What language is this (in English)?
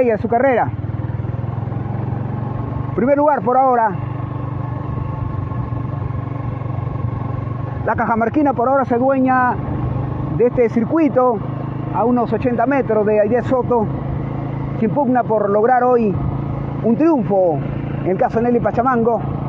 Spanish